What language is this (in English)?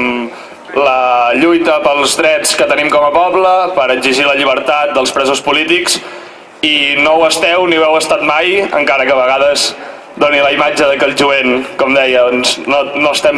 Catalan